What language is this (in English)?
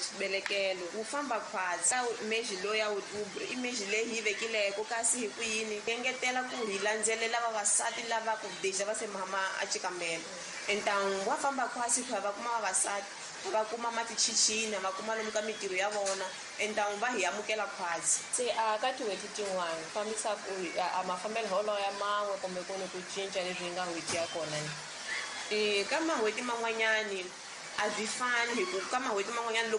Tsonga